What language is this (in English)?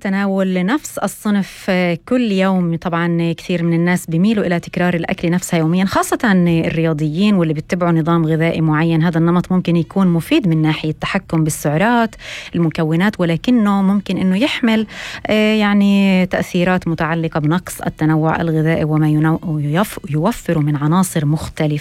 North Levantine Arabic